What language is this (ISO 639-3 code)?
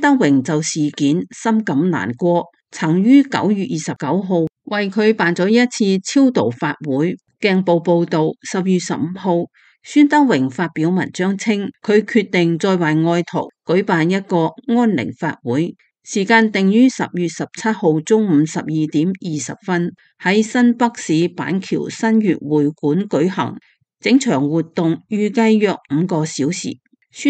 yue